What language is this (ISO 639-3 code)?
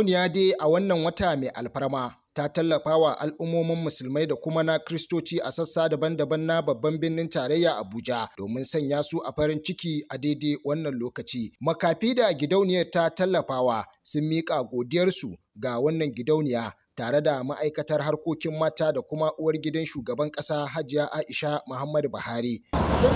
hau